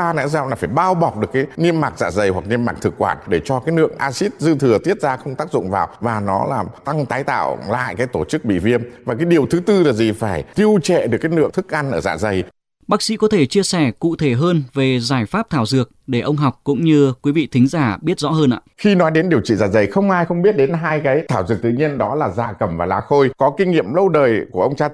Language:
Vietnamese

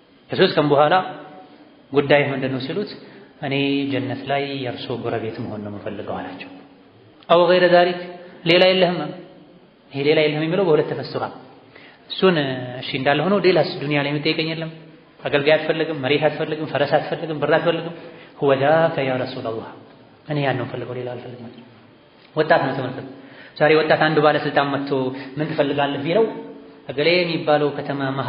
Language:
Amharic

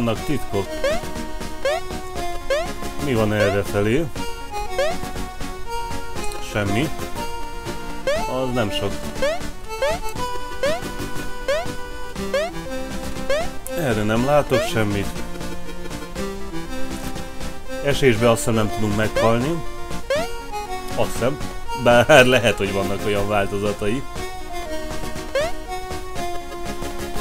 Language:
Hungarian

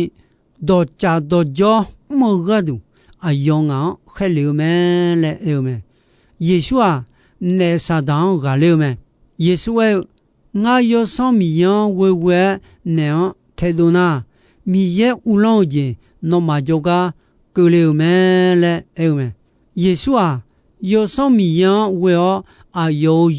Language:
Akha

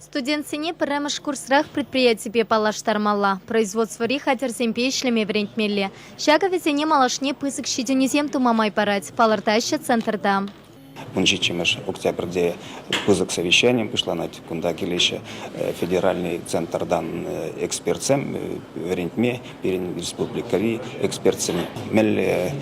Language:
Chuvash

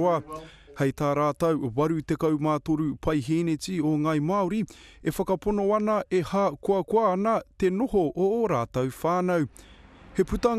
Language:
Māori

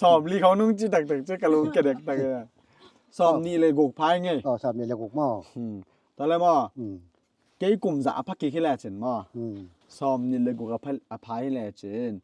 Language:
Tedim Chin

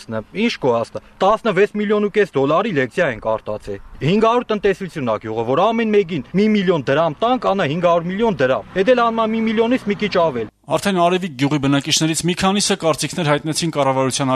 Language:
Armenian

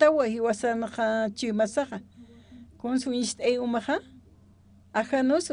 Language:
Aymara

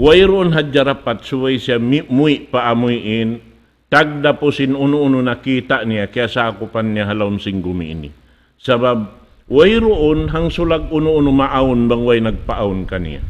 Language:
Tausug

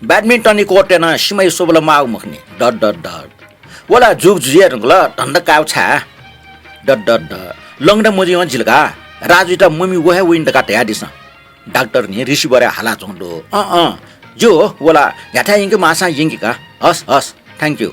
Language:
Newari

